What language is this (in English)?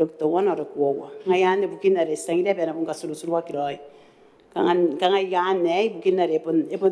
Gilbertese